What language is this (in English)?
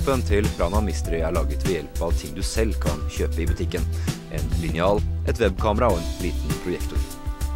Norwegian